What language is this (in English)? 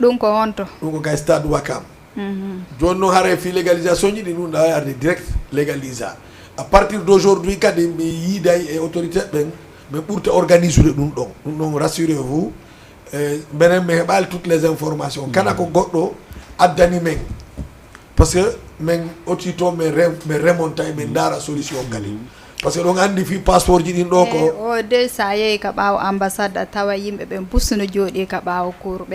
Fula